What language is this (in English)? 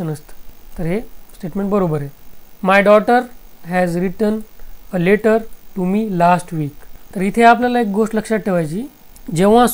Marathi